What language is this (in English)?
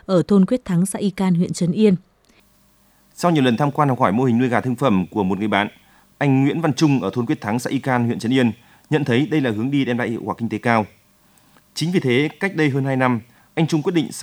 Vietnamese